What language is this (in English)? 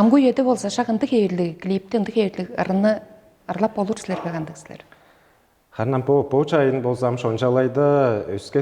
Tuvinian